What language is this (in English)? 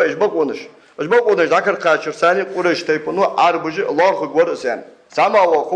Ingush